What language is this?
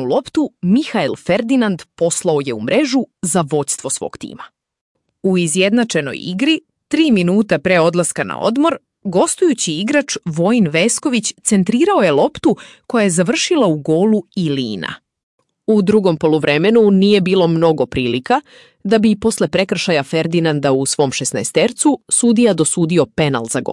Serbian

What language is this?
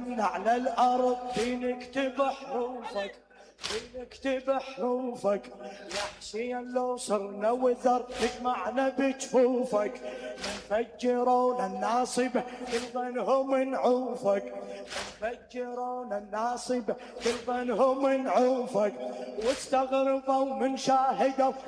Mesopotamian Arabic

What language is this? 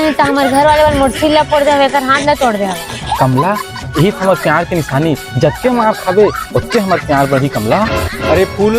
Chhattisgarhi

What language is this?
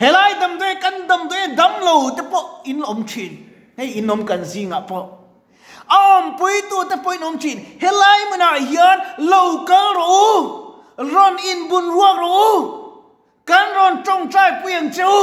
Mizo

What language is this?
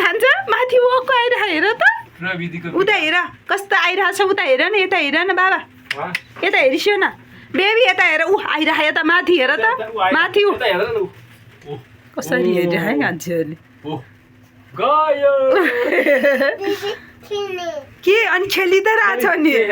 Nepali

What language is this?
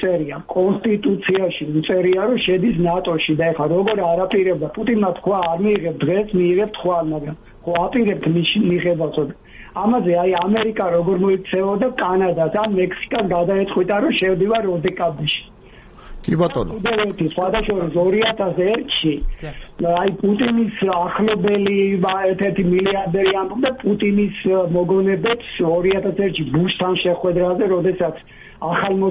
Georgian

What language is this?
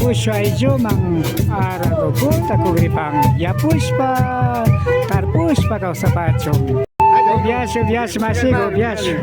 Imbabura Highland Quichua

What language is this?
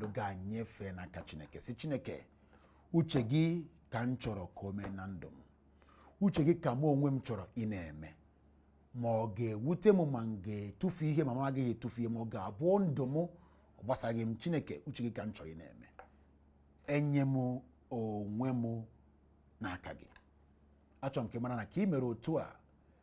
Igbo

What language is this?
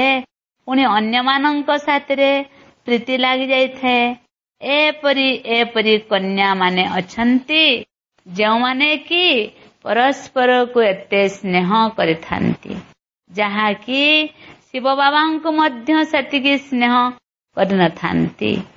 Odia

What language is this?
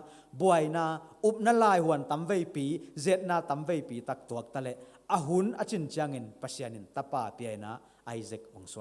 Tedim Chin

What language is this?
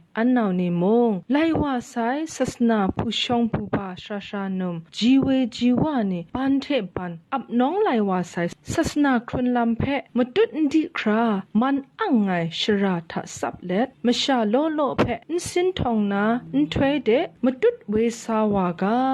Kachin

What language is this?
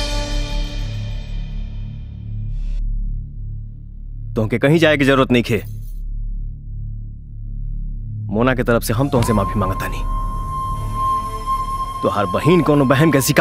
Bhojpuri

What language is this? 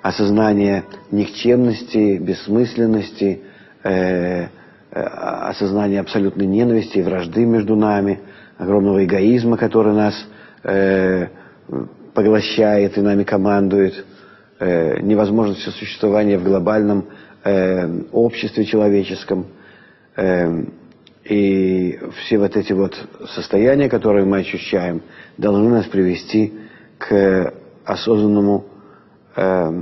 Russian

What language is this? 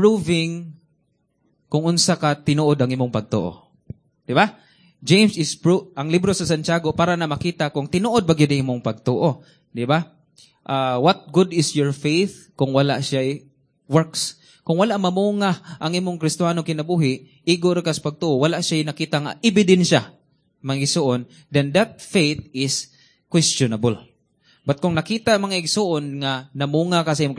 Cebuano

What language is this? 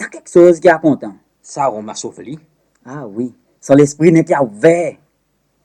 Seselwa Creole French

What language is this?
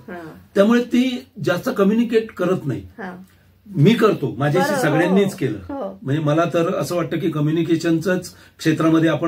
Marathi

